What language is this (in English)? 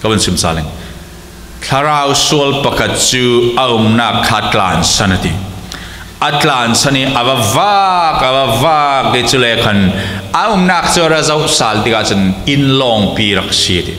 Falam Chin